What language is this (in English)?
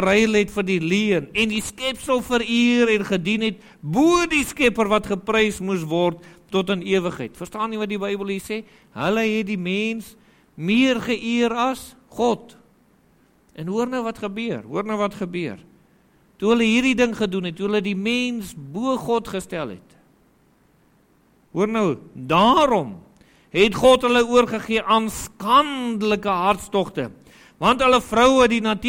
Afrikaans